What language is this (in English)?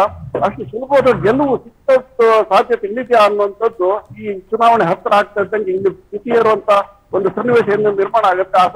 Kannada